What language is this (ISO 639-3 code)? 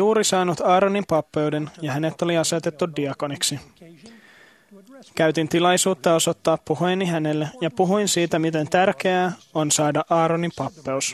fin